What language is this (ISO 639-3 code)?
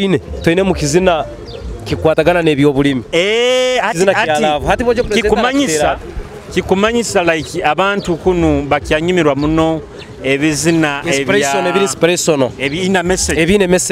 nyo